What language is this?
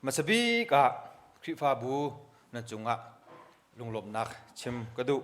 Hakha Chin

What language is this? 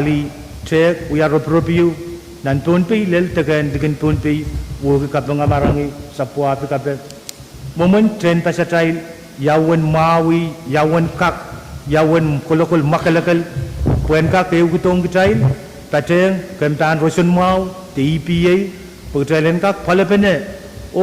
Pohnpeian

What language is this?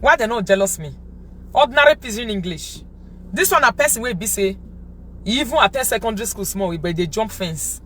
Nigerian Pidgin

